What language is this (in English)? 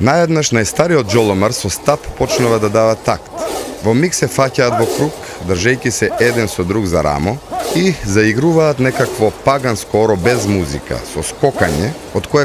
Macedonian